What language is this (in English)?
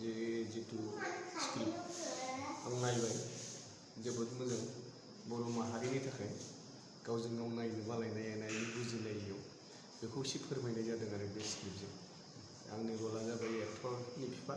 Bodo